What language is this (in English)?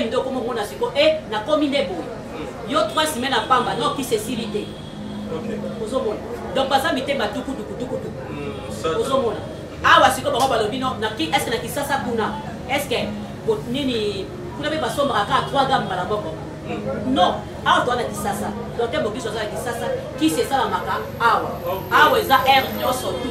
Lingala